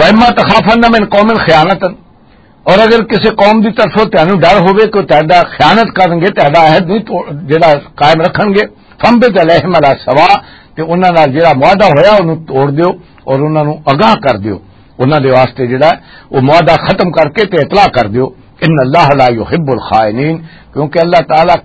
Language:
Western Panjabi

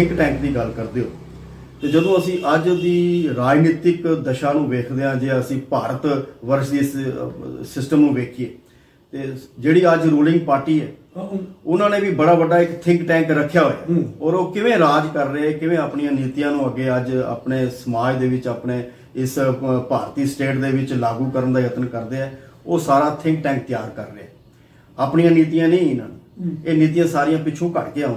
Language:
Punjabi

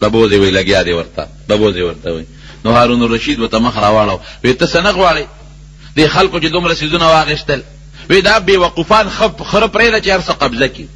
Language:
Pashto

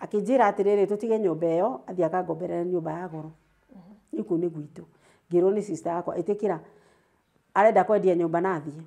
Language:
Kikuyu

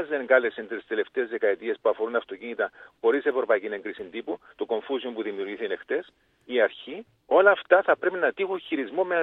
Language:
Greek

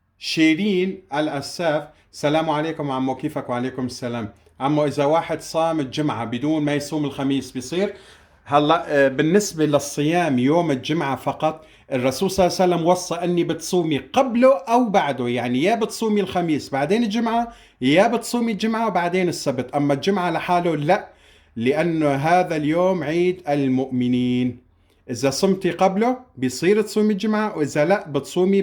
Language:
Kurdish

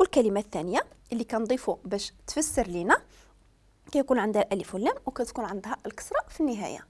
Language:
Moroccan Arabic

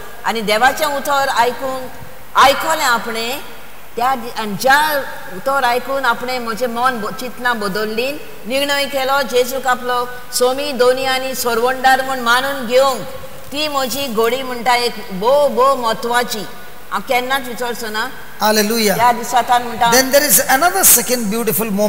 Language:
Konkani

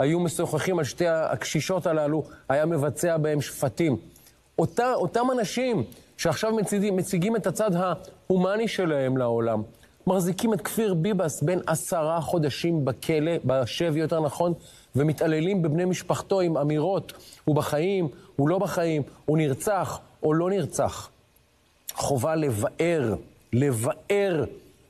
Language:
Hebrew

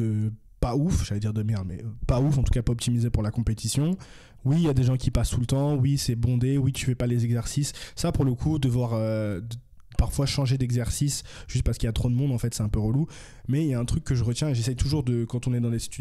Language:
French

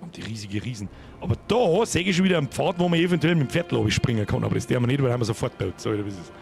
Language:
Bavarian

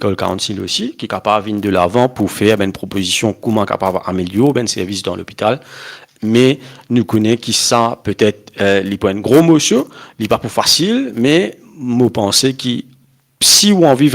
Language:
Morisyen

